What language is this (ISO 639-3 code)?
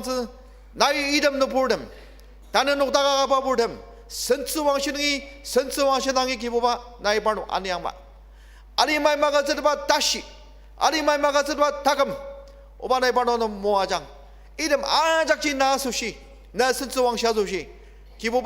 njo